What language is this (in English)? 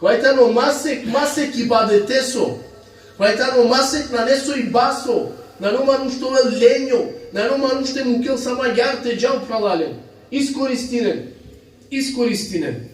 Balkan Romani